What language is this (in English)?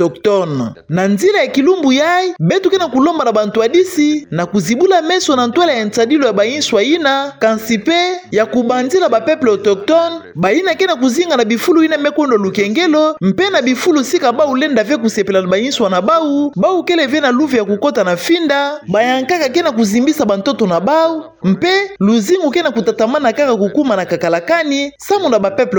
Kituba (Democratic Republic of Congo)